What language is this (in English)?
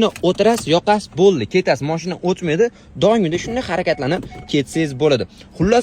Uzbek